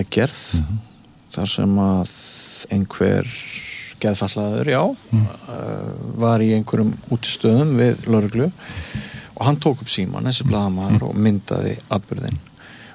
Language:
Icelandic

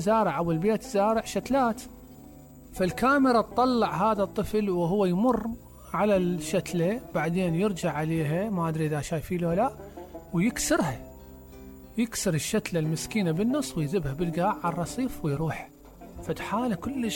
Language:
Mesopotamian Arabic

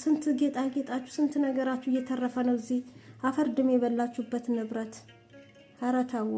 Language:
Amharic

